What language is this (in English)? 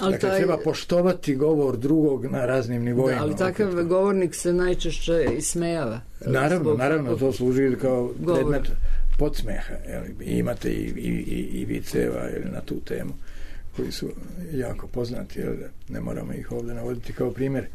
Serbian